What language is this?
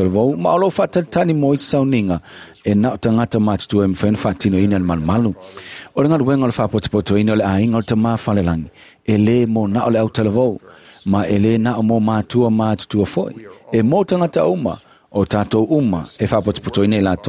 Samoan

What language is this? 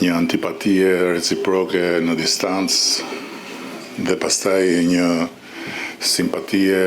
Albanian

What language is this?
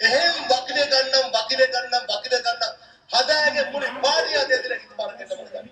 Divehi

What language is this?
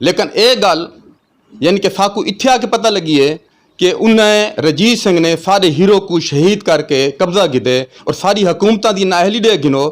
Saraiki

